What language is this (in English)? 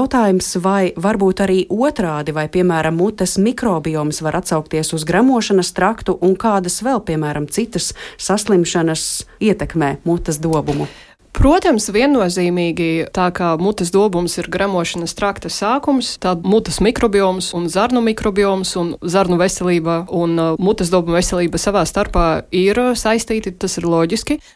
Latvian